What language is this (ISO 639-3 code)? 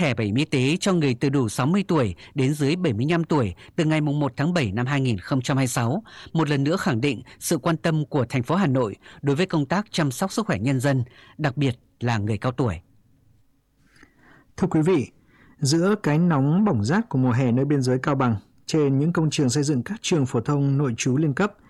vie